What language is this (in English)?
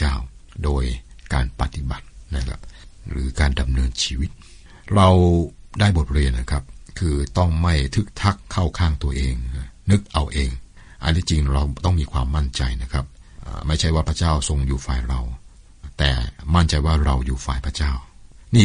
Thai